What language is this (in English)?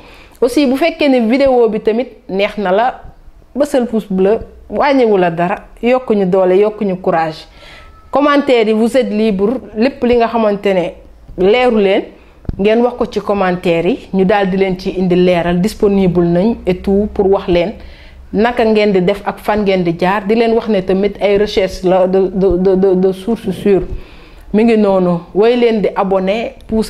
Wolof